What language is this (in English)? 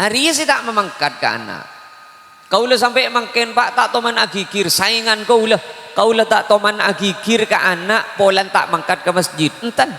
Madurese